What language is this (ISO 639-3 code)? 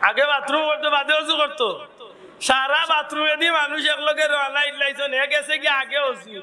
syl